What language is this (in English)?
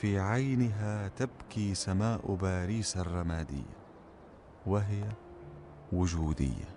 North Levantine Arabic